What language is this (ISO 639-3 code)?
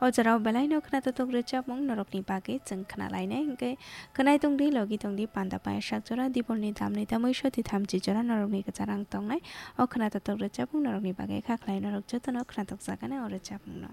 trp